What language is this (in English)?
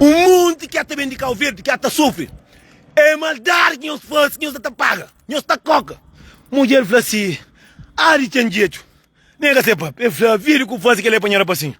Kabuverdianu